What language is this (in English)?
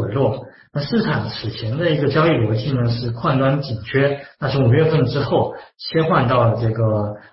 Chinese